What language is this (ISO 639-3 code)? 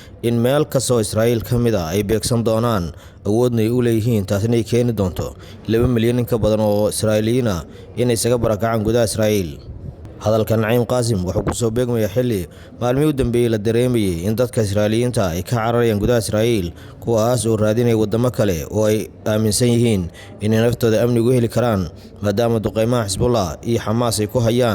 som